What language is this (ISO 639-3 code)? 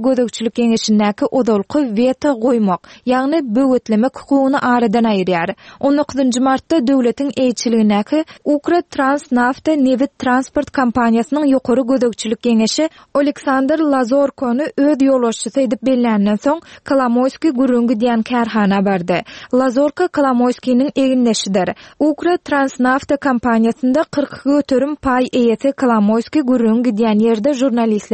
tuk